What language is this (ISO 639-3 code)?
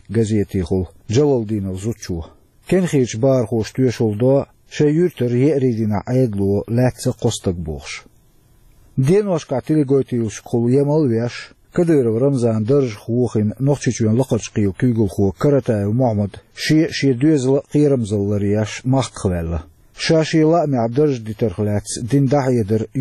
che